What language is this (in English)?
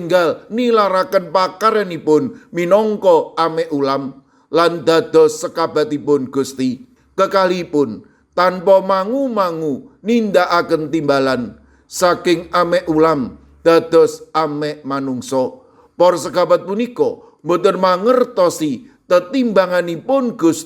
Javanese